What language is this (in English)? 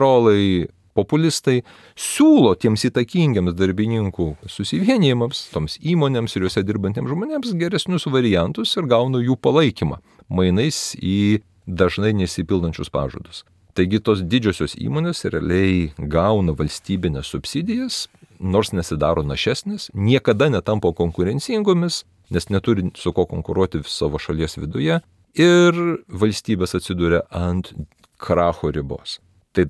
Lithuanian